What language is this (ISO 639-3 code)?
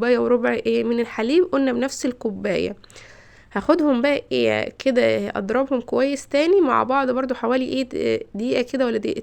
arz